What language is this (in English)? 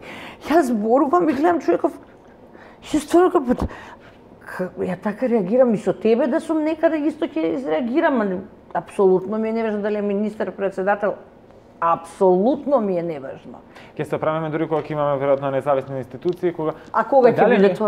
Macedonian